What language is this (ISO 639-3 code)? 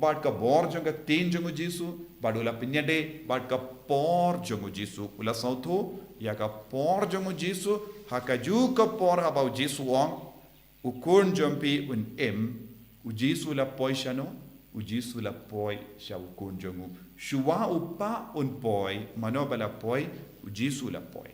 kha